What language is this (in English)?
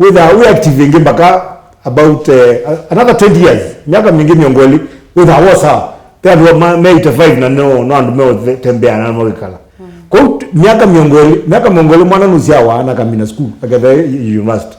Kamba